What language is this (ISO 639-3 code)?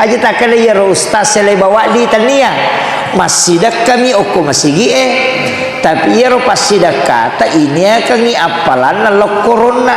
bug